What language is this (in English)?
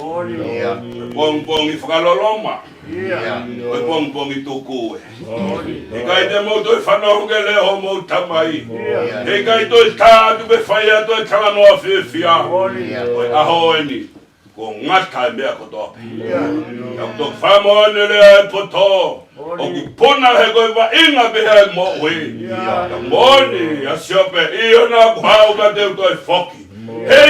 Tongan